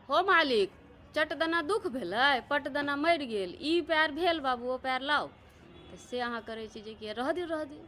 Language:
Maithili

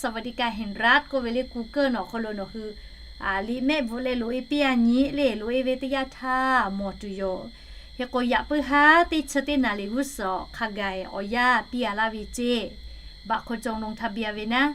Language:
Lahu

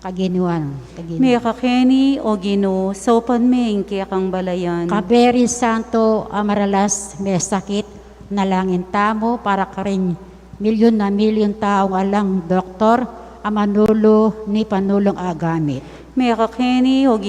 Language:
Pampanga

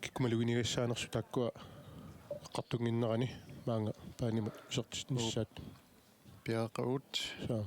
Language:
Kalaallisut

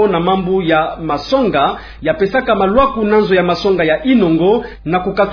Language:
Kituba (Democratic Republic of Congo)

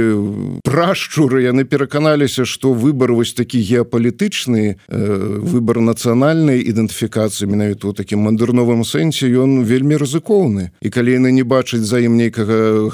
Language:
Belarusian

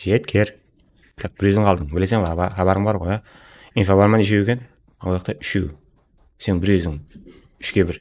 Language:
Kara-Kalpak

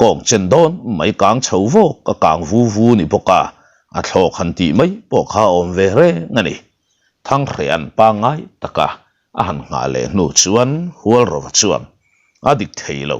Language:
Mizo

